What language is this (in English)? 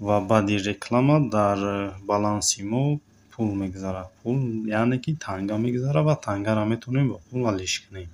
Tajik